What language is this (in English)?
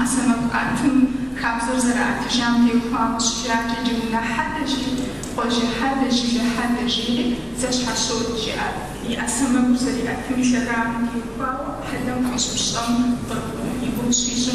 Kabardian